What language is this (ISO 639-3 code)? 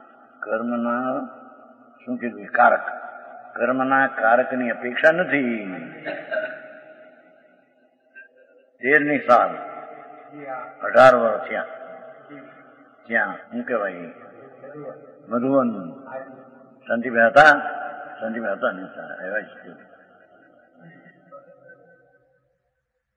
guj